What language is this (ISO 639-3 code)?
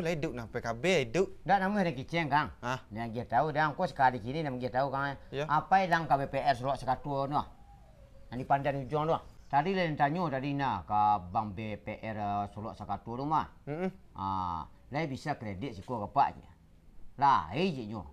min